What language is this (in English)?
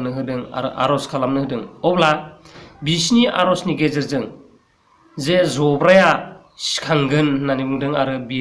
Bodo